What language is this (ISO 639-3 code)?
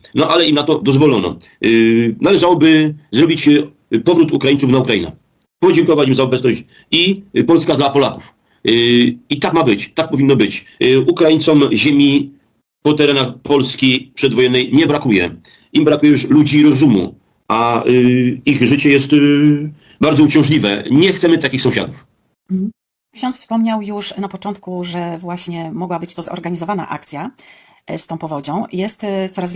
pol